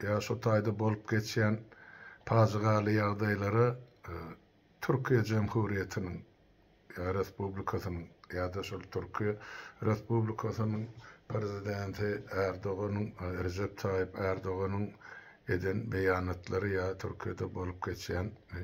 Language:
Turkmen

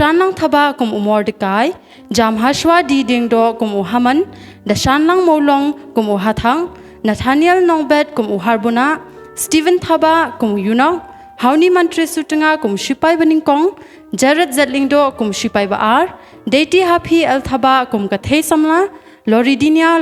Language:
Khasi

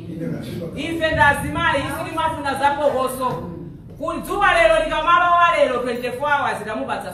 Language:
Nyanja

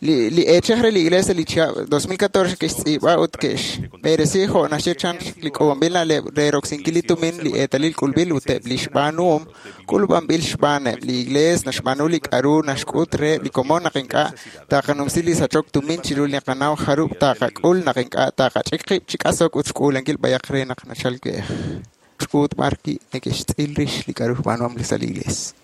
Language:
Kekchí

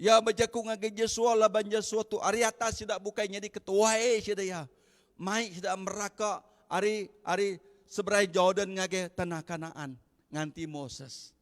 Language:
Iban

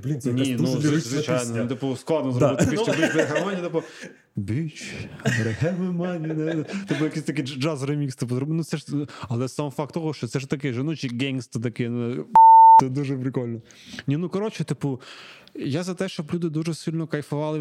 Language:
Ukrainian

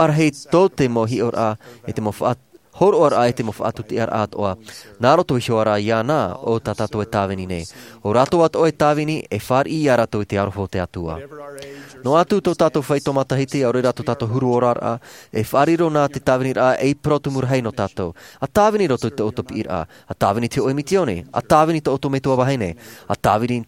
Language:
Tahitian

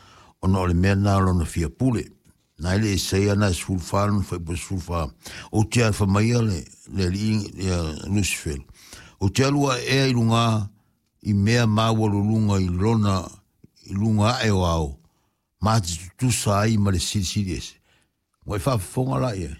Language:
Samoan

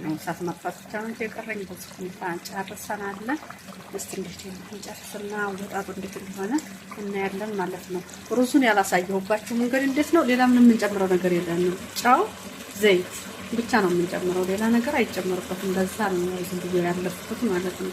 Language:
Amharic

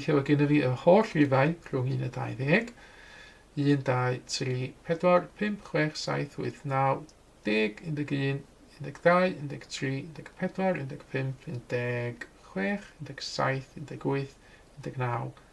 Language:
Welsh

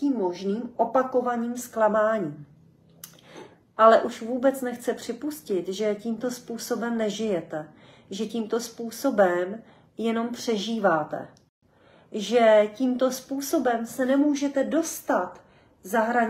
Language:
Czech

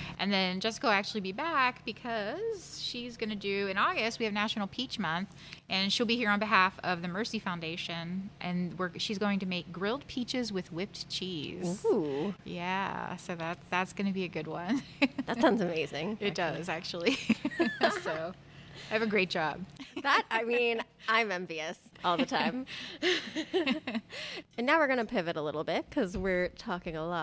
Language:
English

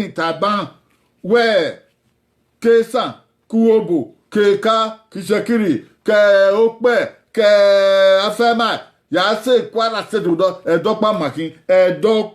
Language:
Bini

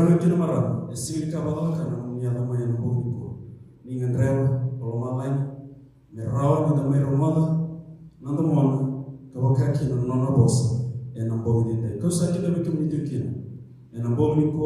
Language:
Fijian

